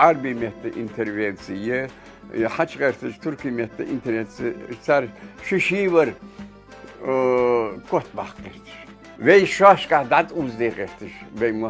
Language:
Ingush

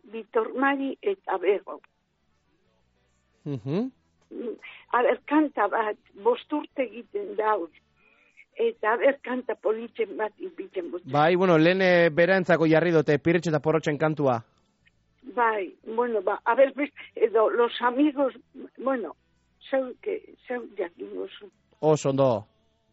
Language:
Basque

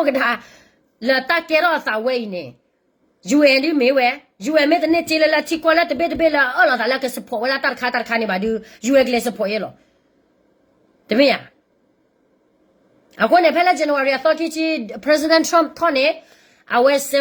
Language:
S'gaw Karen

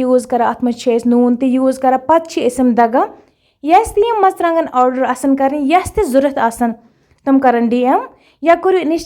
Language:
Kashmiri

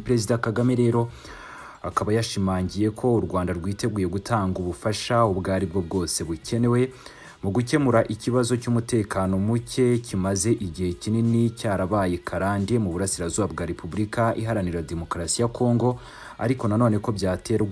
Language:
Kinyarwanda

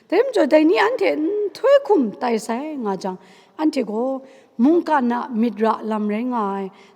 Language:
Kachin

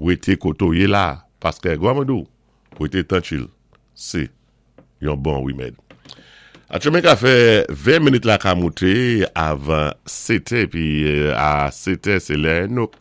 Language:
Saint Lucian Creole French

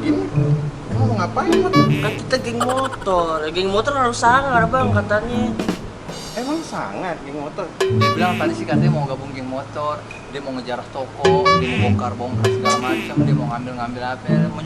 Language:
Betawi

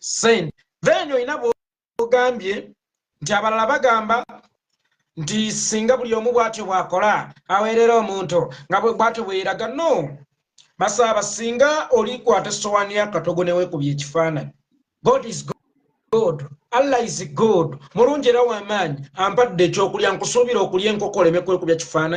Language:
Ganda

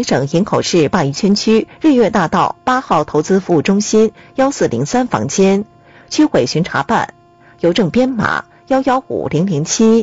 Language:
Chinese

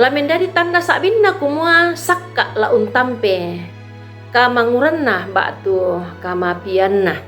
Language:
Toraja-Sa'dan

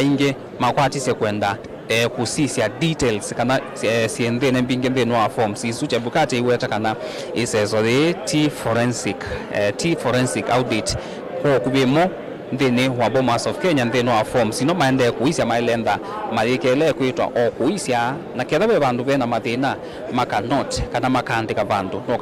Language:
Kamba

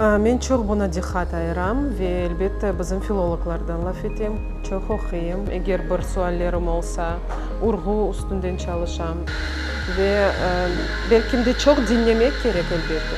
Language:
Crimean Tatar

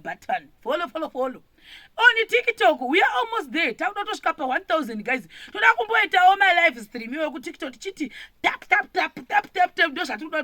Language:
Shona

